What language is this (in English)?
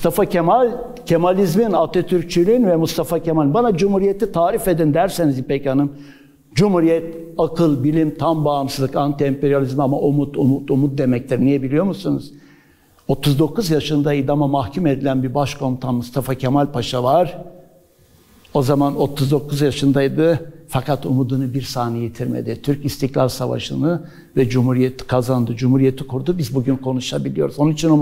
Turkish